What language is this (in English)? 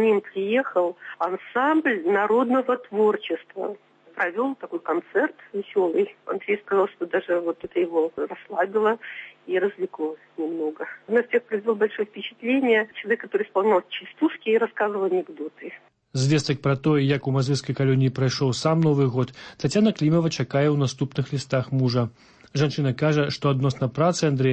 Belarusian